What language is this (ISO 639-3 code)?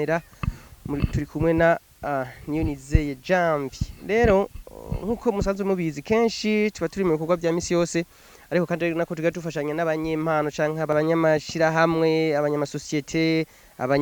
run